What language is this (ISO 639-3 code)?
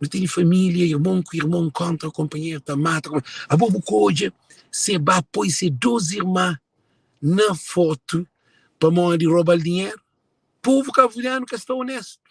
kea